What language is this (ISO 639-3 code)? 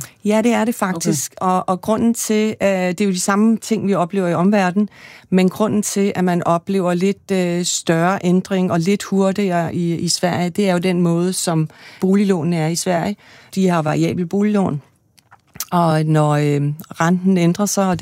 dan